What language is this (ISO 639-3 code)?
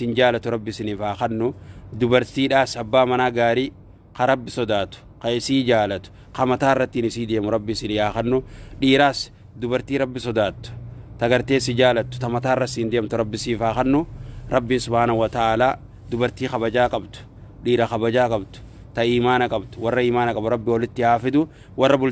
orm